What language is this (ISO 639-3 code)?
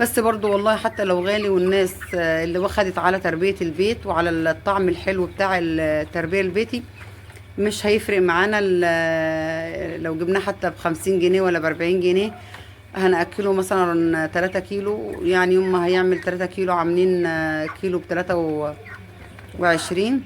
arz